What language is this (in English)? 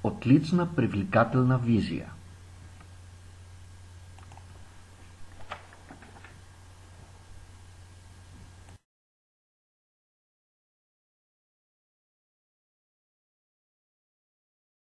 Bulgarian